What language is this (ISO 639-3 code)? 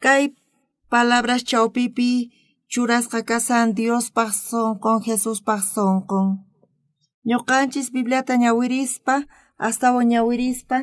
quh